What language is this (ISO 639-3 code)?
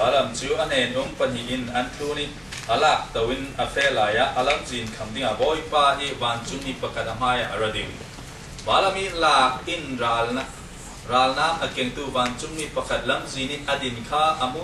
cfm